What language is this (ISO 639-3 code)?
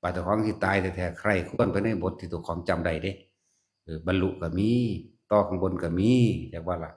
tts